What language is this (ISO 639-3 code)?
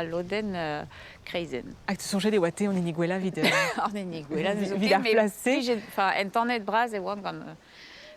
bre